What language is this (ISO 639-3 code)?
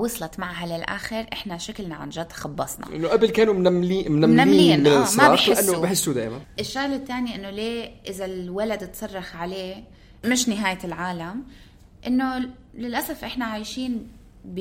apc